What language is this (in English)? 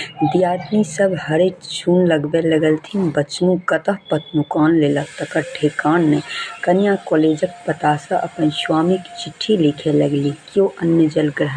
Maithili